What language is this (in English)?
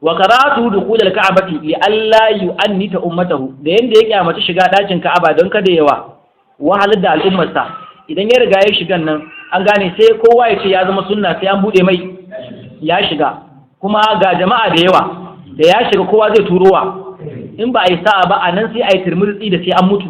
Hausa